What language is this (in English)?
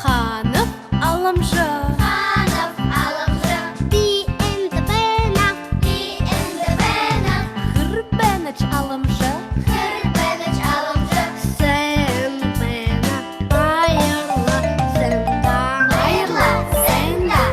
Buriat